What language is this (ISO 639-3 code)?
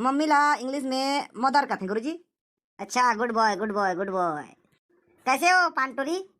hne